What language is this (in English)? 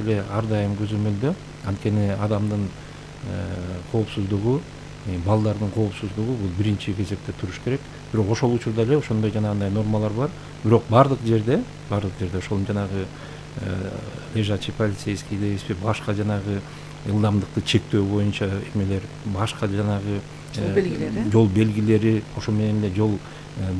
Kyrgyz